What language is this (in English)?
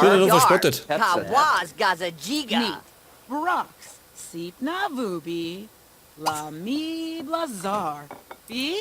Bavarian